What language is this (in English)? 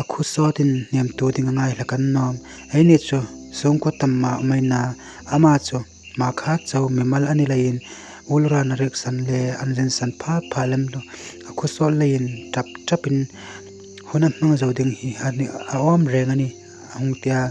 Hmar